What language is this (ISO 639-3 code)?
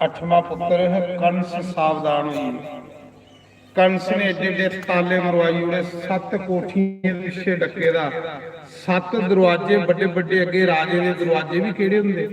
doi